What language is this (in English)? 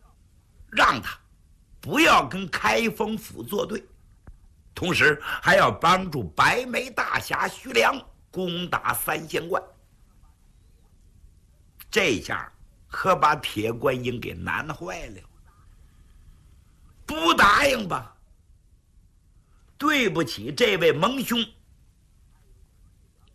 Chinese